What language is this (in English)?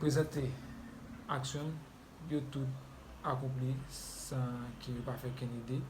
Haitian Creole